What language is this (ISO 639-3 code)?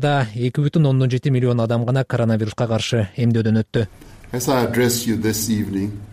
kir